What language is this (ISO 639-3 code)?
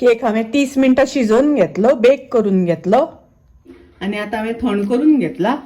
kok